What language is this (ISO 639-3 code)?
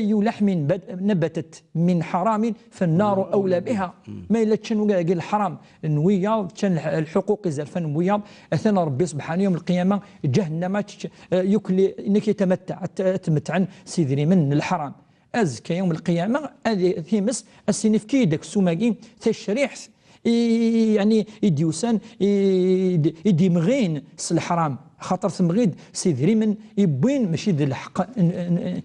kab